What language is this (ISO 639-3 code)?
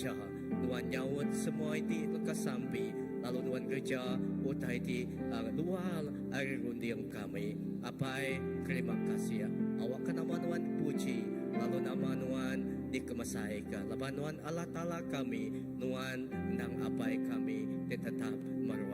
iba